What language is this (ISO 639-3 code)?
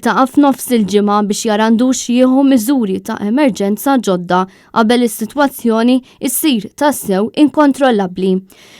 mlt